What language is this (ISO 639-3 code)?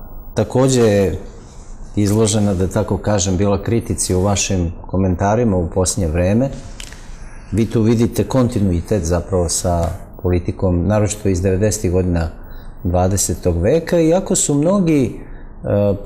srp